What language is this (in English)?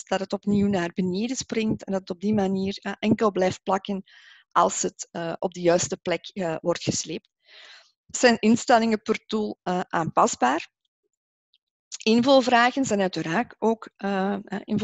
Dutch